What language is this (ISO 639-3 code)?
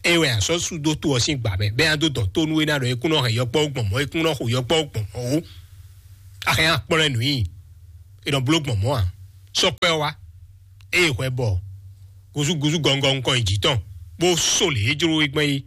fon